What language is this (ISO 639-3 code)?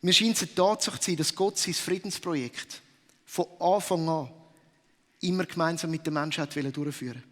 gsw